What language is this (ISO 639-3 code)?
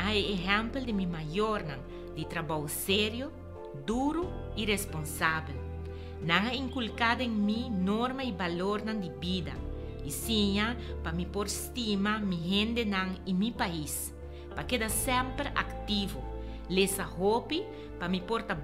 pap